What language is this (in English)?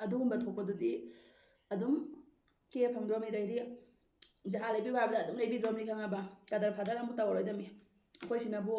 Manipuri